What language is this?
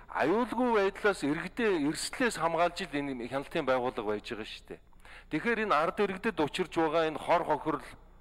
Mongolian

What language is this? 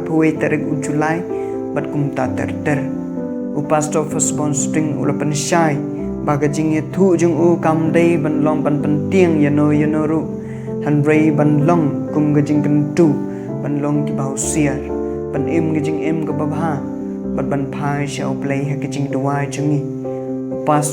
Khasi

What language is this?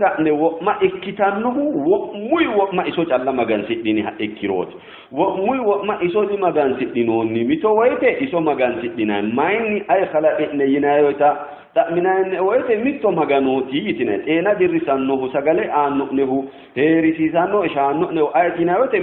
Sidamo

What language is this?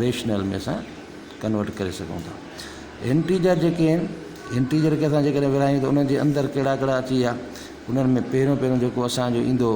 Sindhi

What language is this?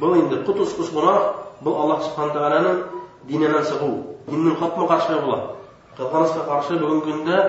Bashkir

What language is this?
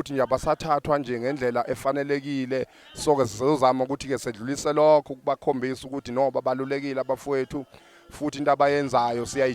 Zulu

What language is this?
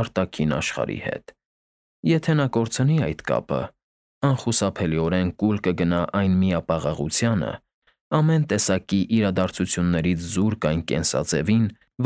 Armenian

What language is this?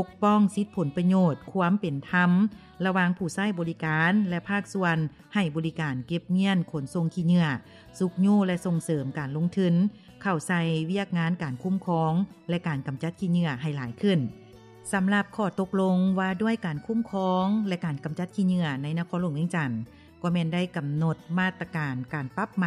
Lao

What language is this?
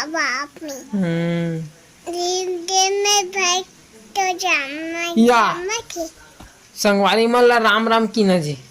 Chhattisgarhi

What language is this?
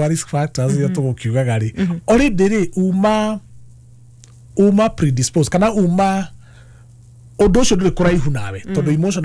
Kikuyu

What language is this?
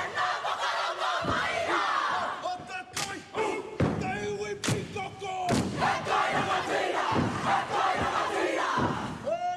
Māori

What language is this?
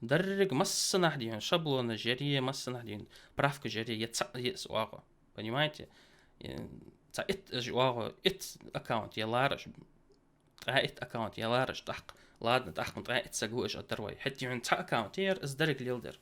Ingush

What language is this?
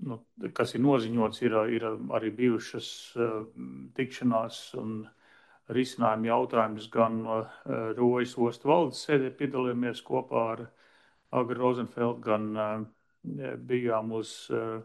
Latvian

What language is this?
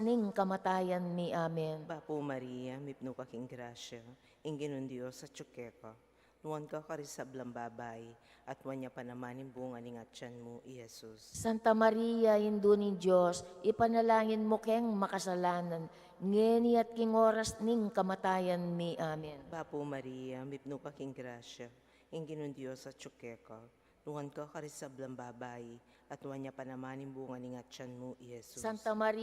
Pampanga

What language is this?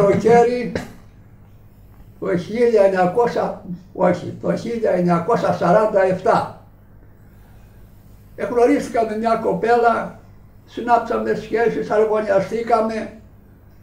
Greek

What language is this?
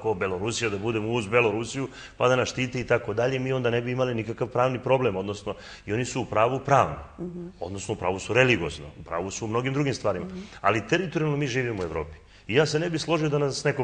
Serbian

